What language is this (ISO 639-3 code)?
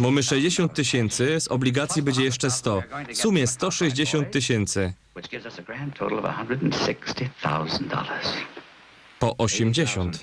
szl